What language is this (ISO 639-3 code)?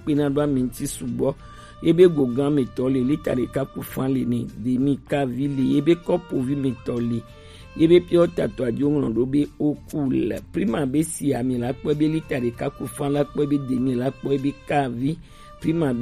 gej